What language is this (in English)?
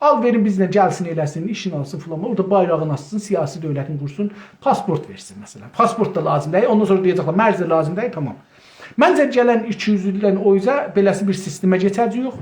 South Azerbaijani